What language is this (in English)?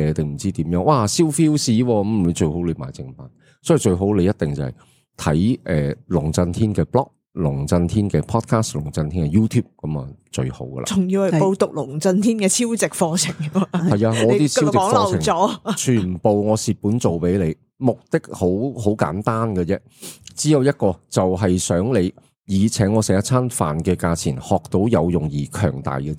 Cantonese